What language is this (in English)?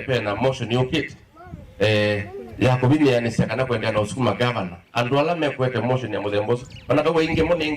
Kamba